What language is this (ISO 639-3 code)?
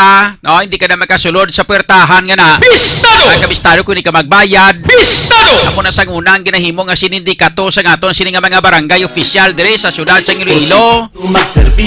hil